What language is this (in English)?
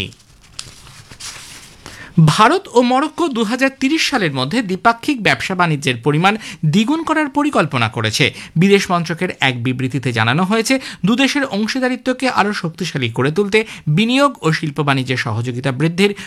Bangla